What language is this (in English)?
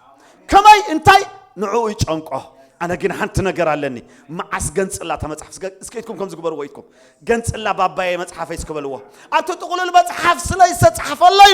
Tigrinya